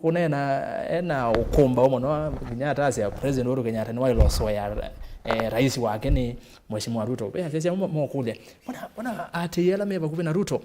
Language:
Kamba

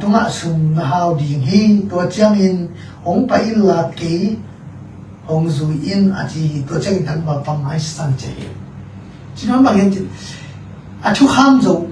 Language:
Tedim Chin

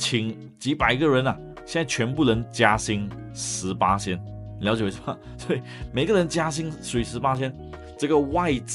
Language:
Chinese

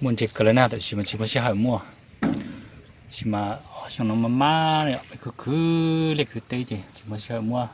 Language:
Hmong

